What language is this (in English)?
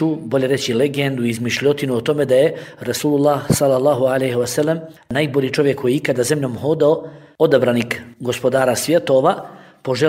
Bosnian